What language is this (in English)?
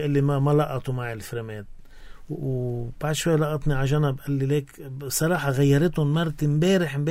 North Levantine Arabic